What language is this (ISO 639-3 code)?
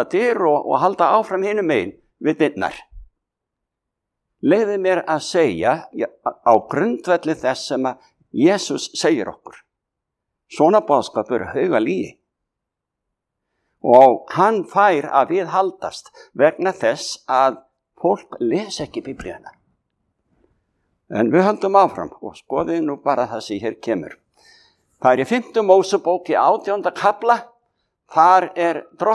isl